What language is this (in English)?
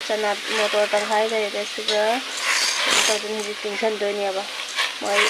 Manipuri